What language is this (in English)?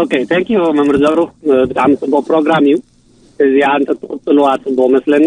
Tigrinya